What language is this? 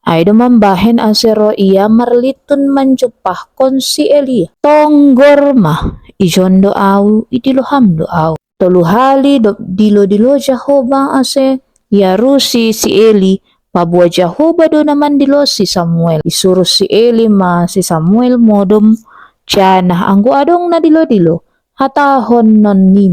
Batak Simalungun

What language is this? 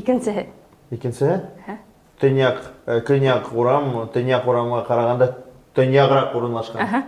Bashkir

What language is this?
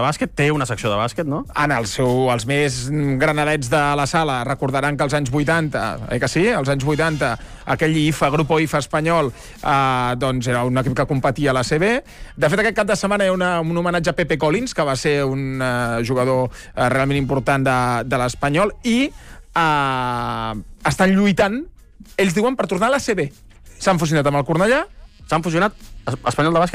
Catalan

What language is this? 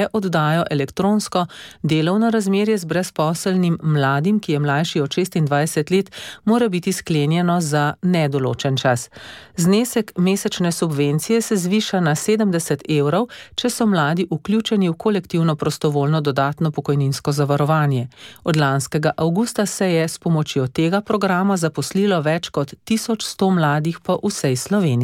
Slovenian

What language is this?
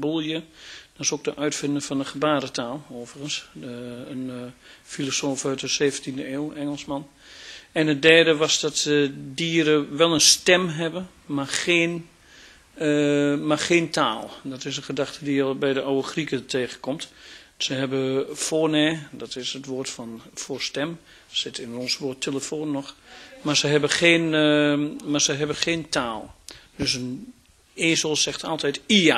Dutch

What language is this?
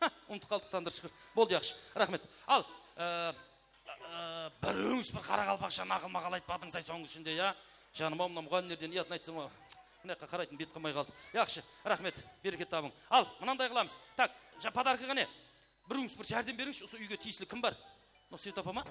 Kara-Kalpak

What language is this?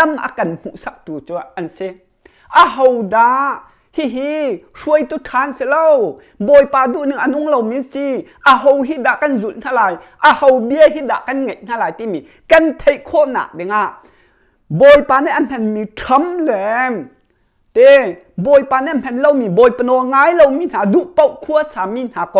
Hakha Chin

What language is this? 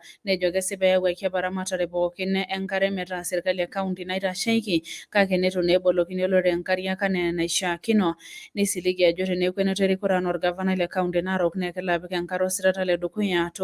Masai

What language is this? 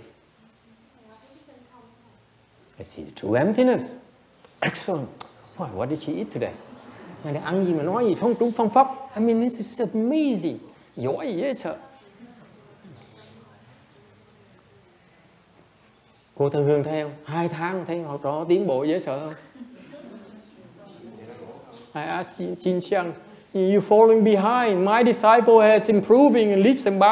Vietnamese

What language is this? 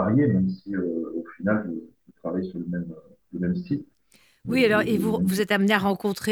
French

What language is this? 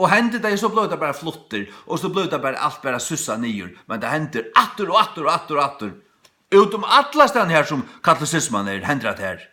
Faroese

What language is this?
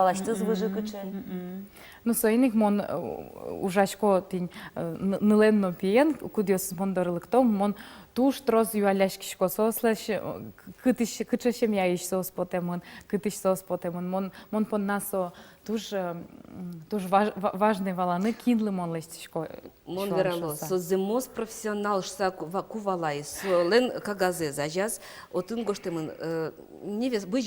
Udmurt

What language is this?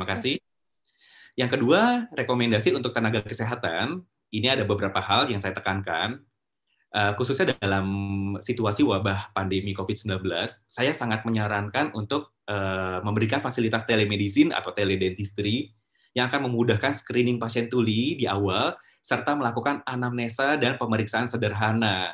Indonesian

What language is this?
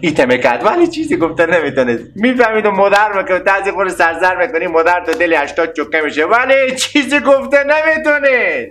Persian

